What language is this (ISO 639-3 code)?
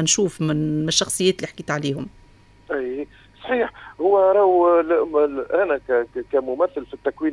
aeb